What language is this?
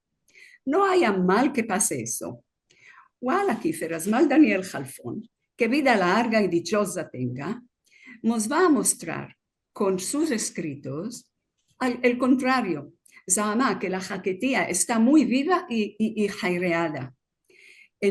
Ladino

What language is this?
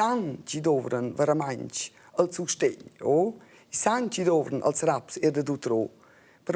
Romansh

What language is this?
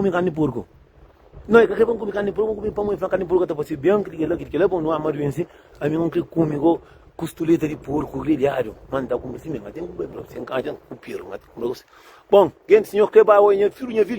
Kabuverdianu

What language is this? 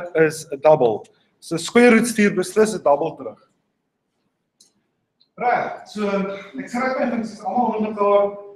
Afrikaans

